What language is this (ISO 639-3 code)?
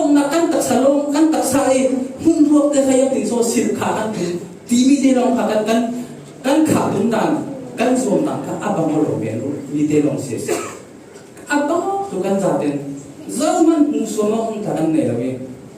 cfm